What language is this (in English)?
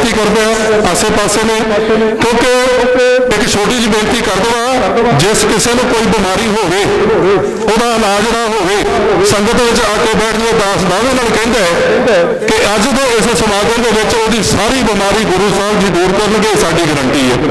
Punjabi